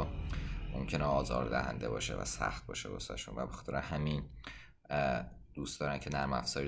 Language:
Persian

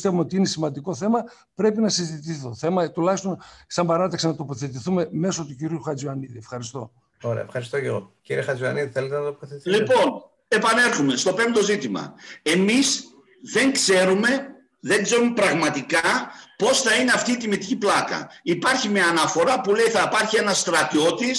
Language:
Greek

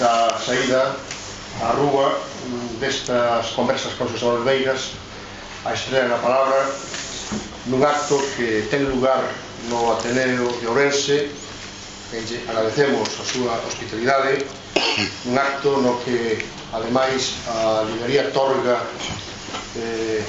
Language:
Galician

